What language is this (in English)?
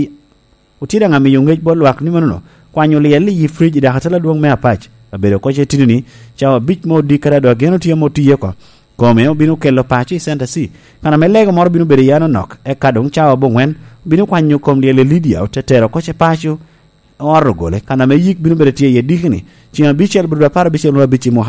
Lango (Uganda)